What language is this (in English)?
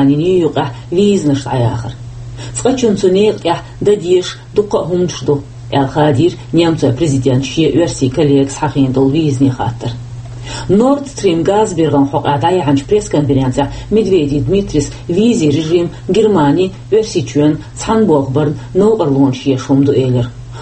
Chechen